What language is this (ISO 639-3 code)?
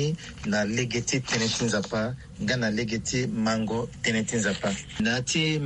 sag